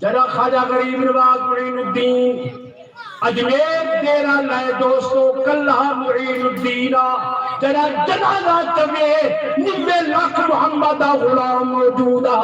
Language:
Saraiki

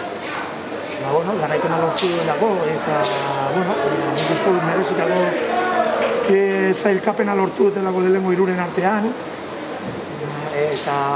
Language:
Basque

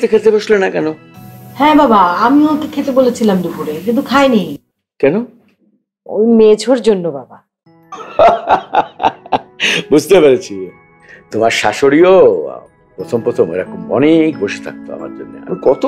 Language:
Bangla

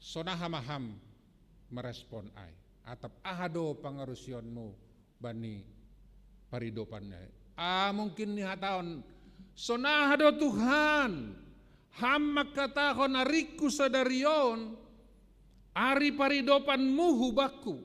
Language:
Batak Simalungun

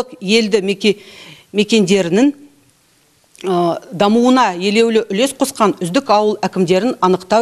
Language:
Kazakh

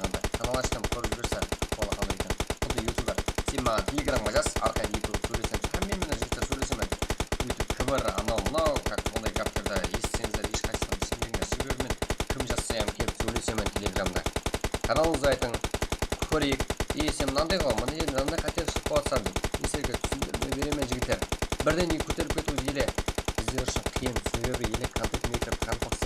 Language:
Kara-Kalpak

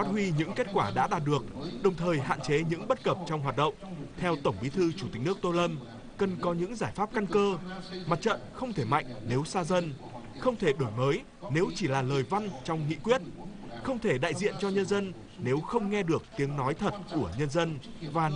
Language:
Vietnamese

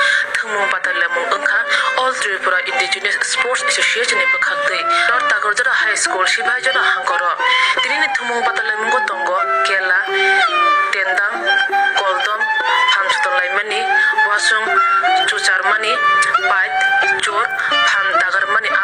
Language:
Kok Borok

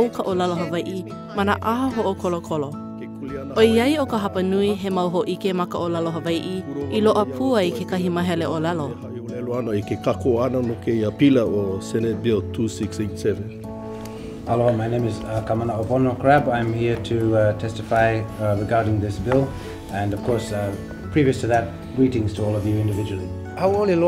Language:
Hawaiian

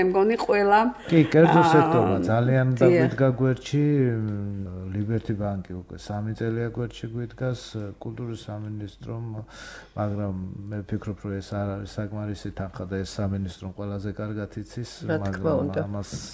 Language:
Georgian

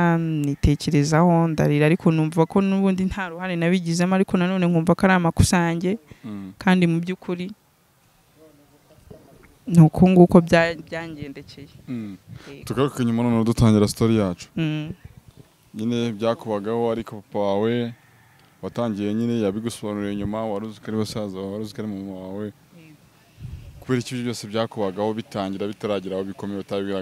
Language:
Kinyarwanda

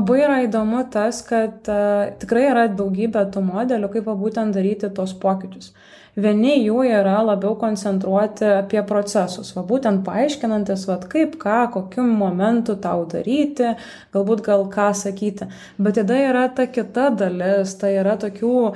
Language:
Lithuanian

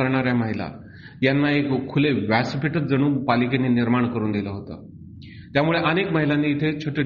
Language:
Marathi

